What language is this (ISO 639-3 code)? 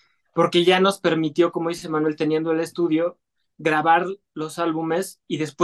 spa